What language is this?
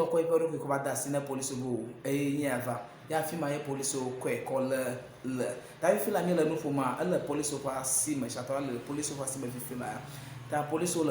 Ewe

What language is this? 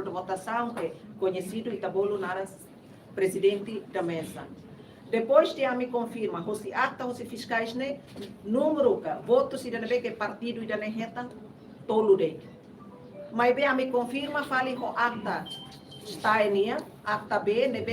Tetum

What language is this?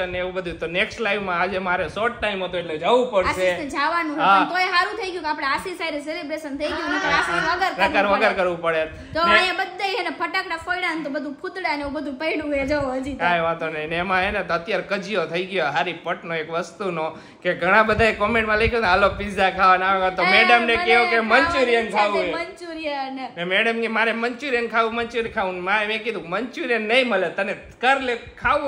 Gujarati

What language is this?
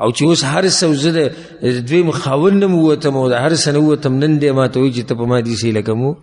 Pashto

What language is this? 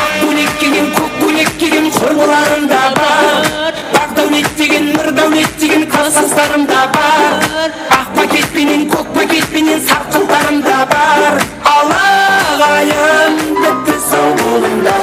Kara-Kalpak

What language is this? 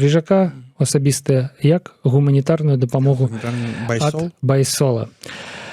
Belarusian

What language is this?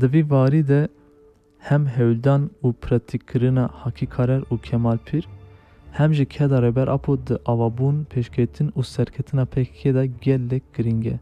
Kurdish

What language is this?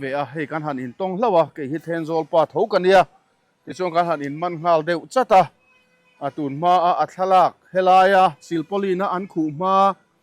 Mizo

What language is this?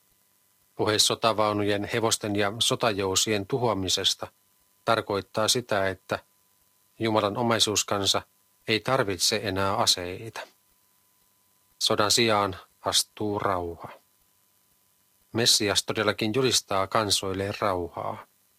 Finnish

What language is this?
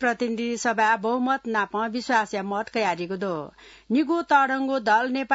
Newari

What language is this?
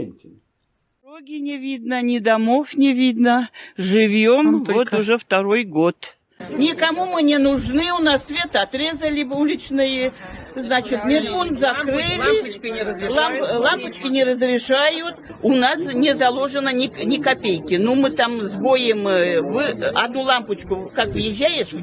Erzya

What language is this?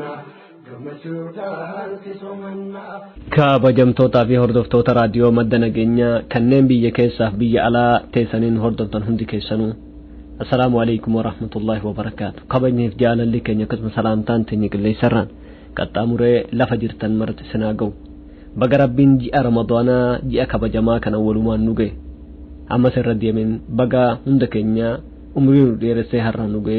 Oromo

